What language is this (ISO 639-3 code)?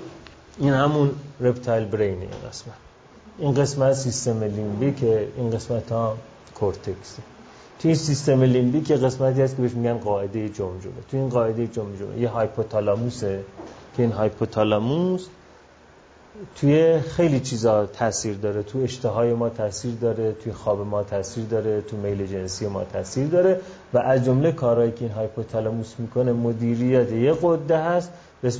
fas